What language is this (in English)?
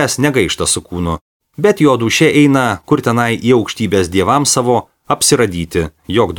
Lithuanian